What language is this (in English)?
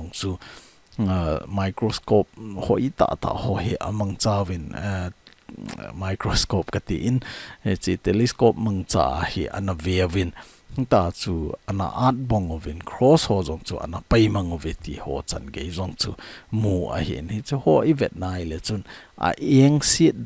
Thado Chin